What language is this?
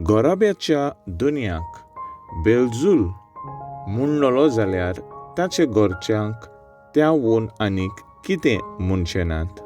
Konkani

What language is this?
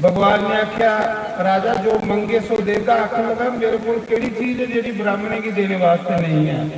Dogri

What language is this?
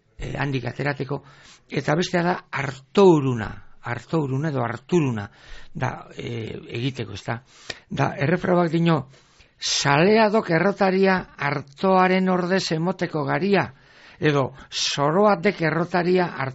Basque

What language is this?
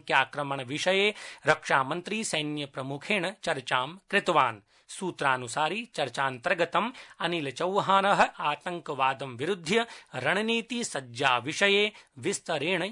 Sanskrit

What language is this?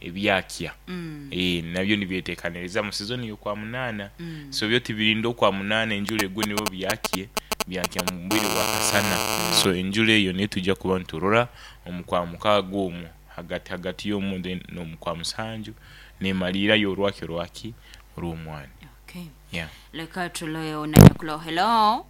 Nyoro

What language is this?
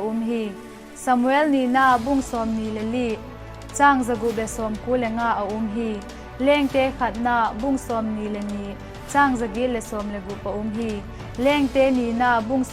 Vaiphei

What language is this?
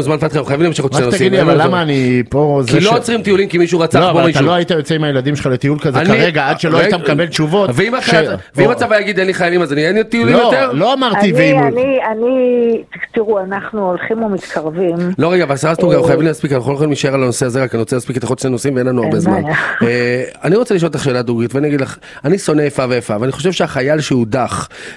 Hebrew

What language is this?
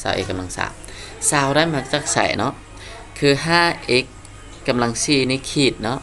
Lao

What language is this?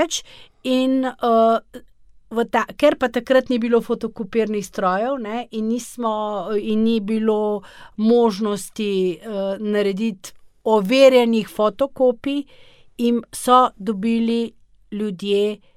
Slovenian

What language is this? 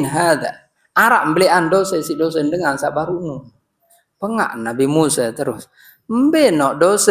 Sasak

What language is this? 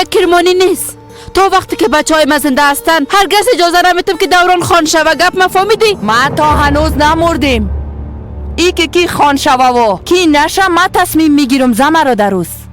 Persian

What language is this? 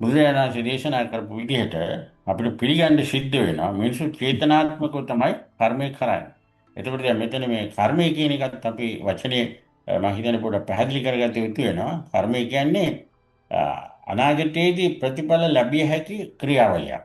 Sinhala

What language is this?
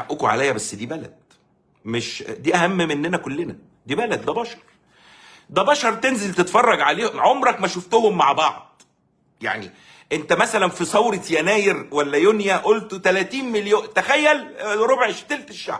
Egyptian Arabic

